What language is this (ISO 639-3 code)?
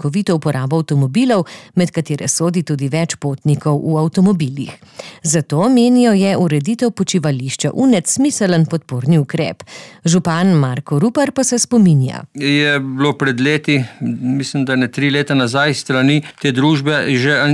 slv